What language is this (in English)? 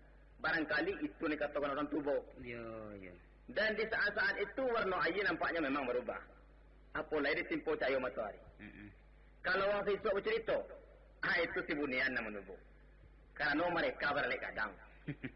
Minangkabau